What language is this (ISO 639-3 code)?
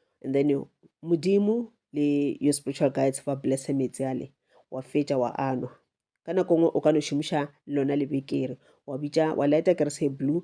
nso